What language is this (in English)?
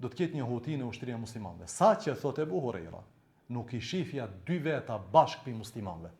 Albanian